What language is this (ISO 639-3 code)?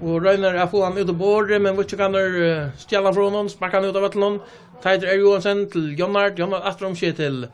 fao